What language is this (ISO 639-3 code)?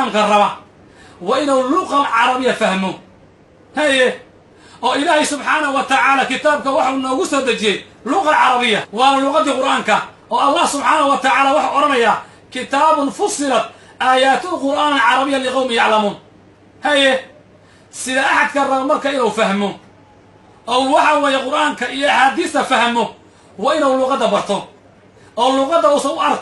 som